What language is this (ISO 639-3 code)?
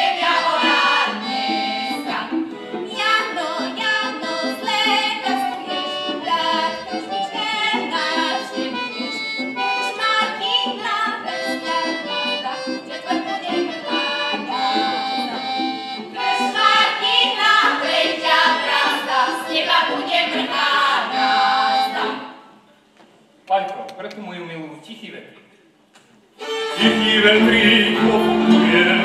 slk